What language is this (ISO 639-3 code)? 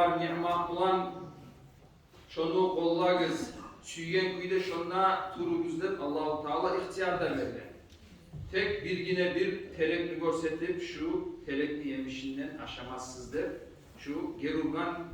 kum